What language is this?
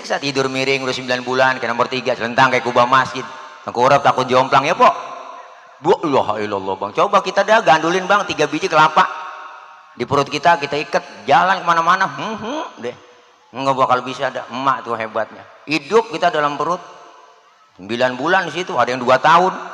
Betawi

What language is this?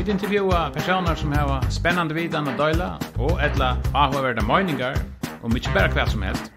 Faroese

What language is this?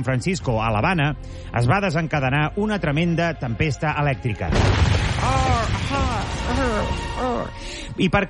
Catalan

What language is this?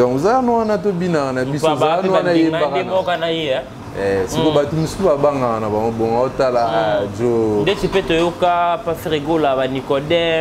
Lingala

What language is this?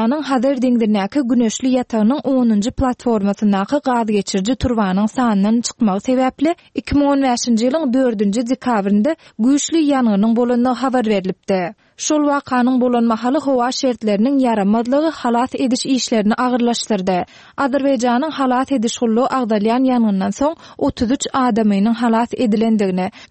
Turkmen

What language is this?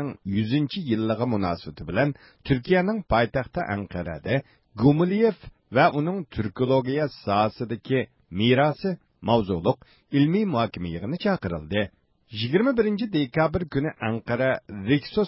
Uyghur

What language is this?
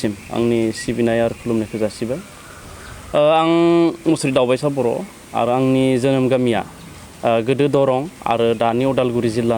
Bodo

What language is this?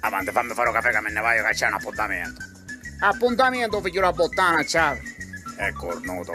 Sicilian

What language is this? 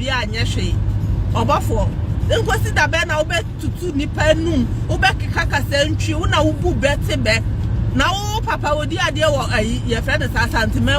Akan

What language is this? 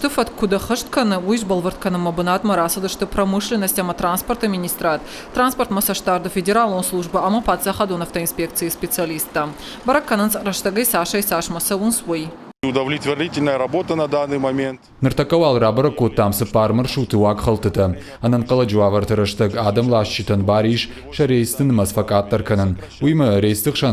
Ossetic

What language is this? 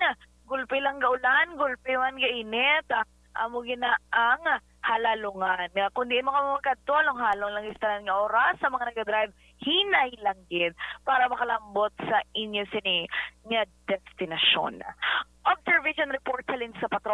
Hiligaynon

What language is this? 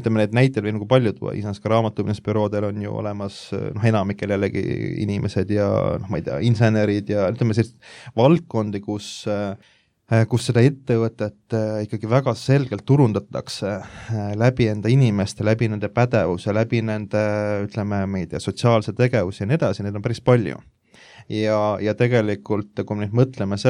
Estonian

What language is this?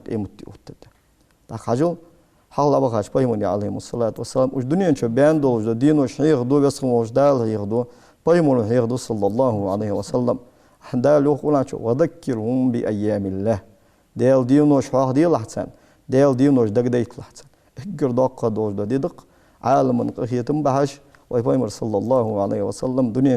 Ingush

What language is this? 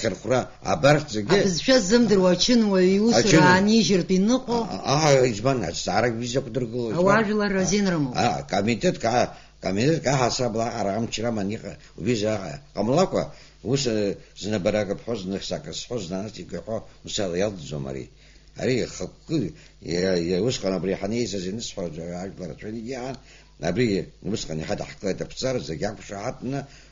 Abkhazian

